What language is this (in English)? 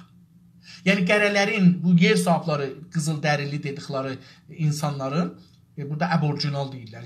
South Azerbaijani